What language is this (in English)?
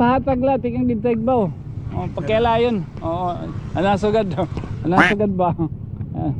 Waray